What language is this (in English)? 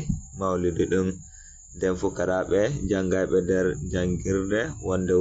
Fula